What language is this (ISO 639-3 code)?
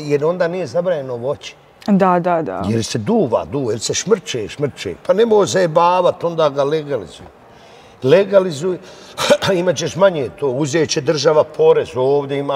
bos